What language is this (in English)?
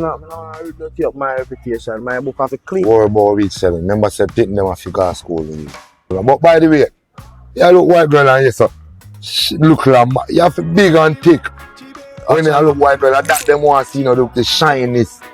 Jamaican Creole English